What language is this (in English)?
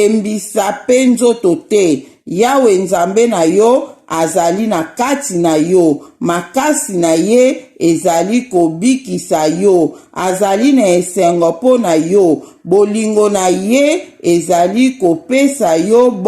Lingala